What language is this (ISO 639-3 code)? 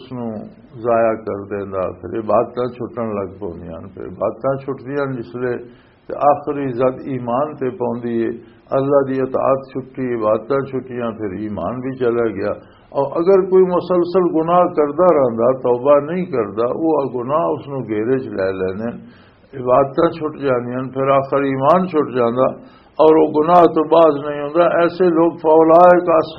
lah